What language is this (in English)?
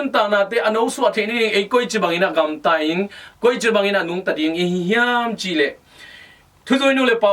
Tedim Chin